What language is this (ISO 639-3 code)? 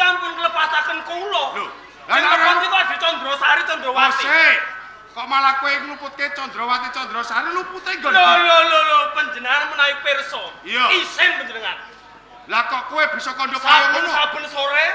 jav